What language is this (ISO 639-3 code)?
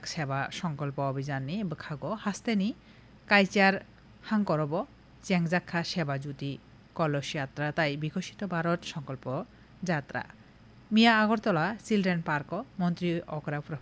trp